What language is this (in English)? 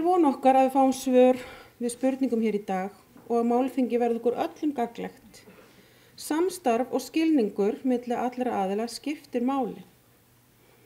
Icelandic